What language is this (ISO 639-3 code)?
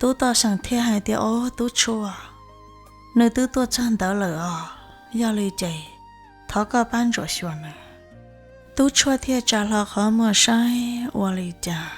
hmn